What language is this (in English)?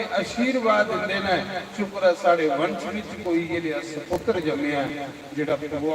Dogri